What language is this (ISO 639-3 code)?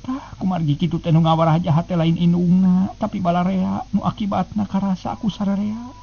sun